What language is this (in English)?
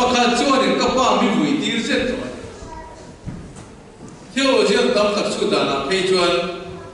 Vietnamese